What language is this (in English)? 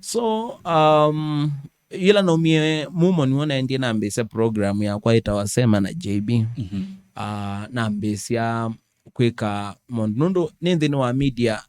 Kamba